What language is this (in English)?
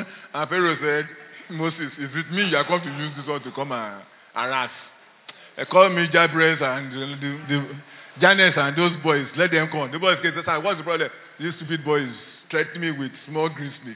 English